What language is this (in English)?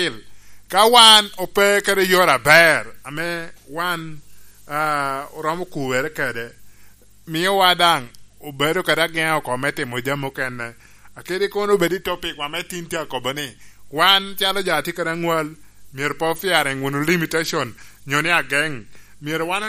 Lango (Uganda)